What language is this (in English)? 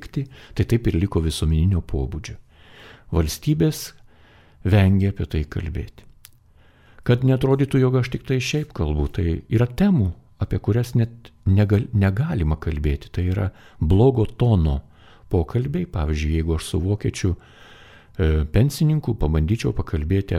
Lithuanian